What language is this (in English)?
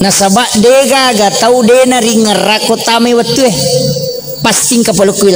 Buginese